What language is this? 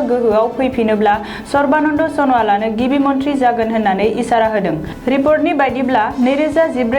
Bodo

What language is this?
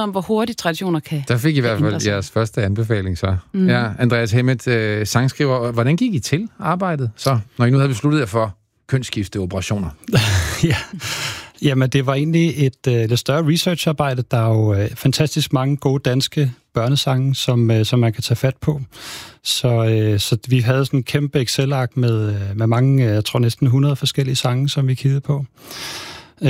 Danish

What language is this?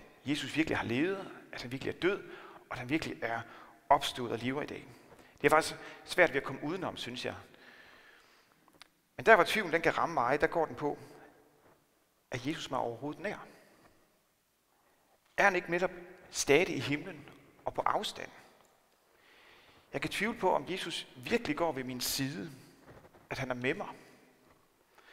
Danish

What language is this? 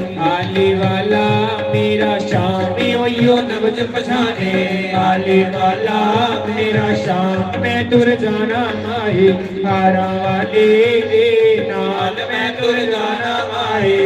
Dogri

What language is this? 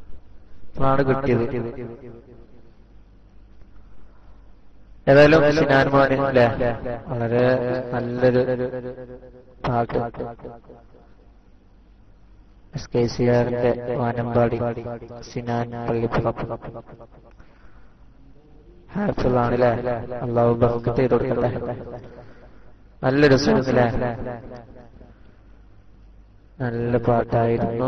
Malayalam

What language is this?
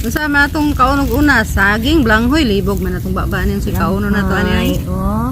Cebuano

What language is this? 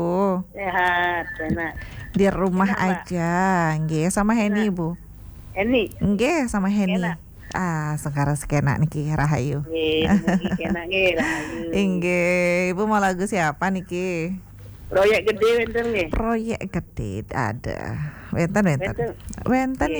Balinese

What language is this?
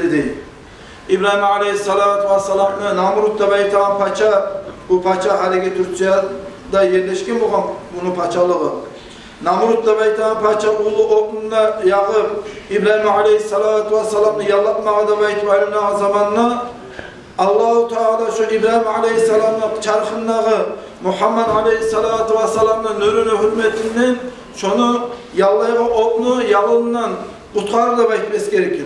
Kumyk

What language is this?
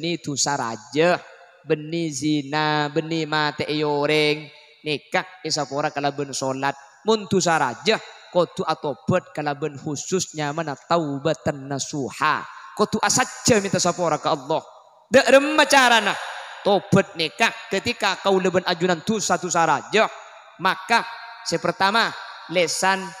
Madurese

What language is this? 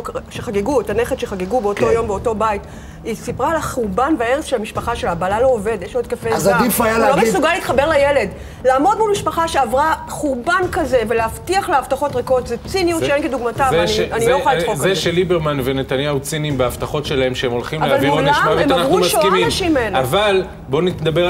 Hebrew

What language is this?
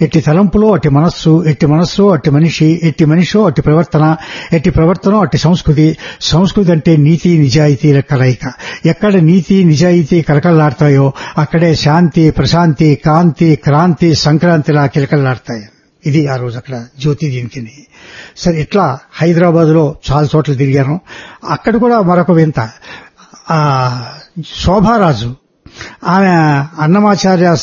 Telugu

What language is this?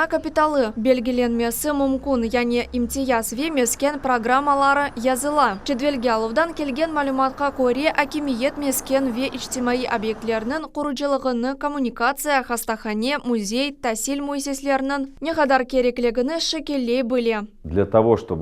Crimean Tatar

